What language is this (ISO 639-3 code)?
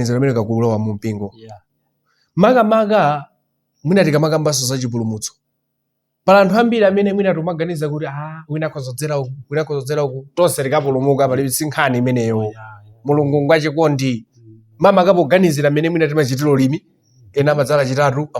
nya